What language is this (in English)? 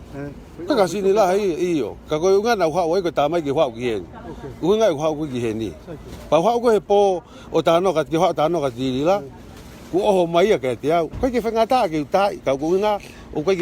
Tongan